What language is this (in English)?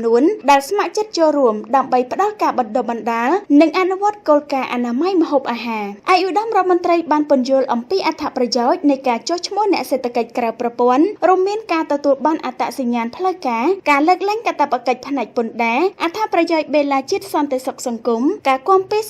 Khmer